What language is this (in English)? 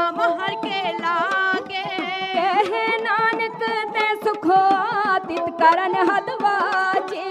Punjabi